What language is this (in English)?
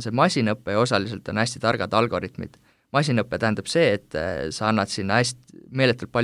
Estonian